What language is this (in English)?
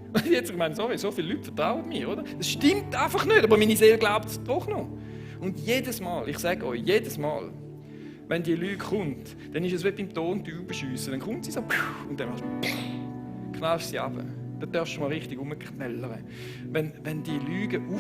Swiss German